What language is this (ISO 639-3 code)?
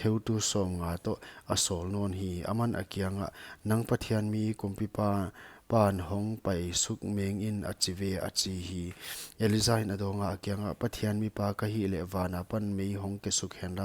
pck